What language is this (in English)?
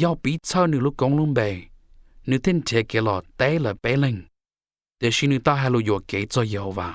Hmong